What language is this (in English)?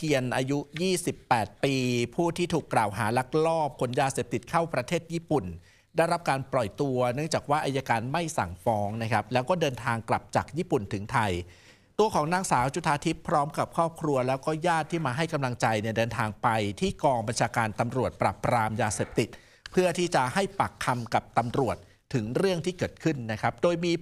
Thai